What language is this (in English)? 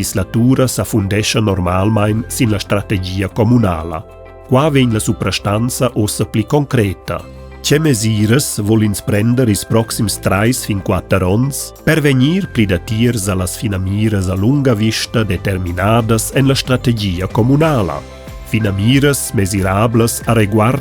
Romansh